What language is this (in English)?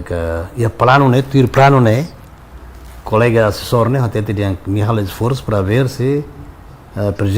Tetum